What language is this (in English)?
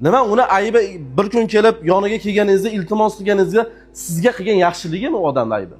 Uzbek